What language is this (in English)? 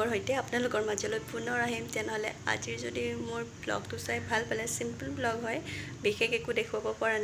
Assamese